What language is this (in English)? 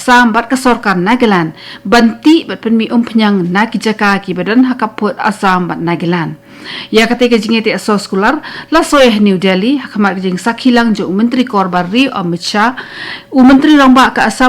Khasi